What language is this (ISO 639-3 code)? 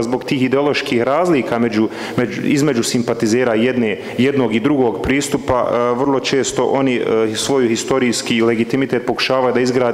bos